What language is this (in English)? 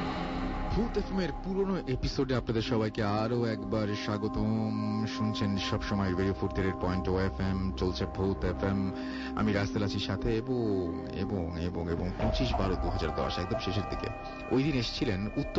Bangla